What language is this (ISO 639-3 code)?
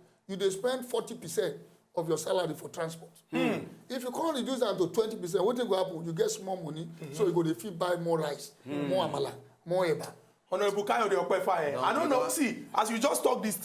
pcm